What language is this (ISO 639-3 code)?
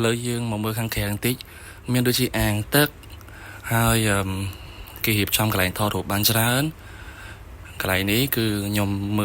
khm